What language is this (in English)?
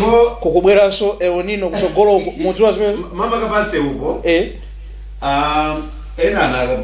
Nyanja